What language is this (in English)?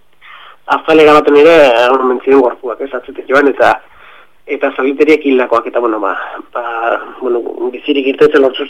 Basque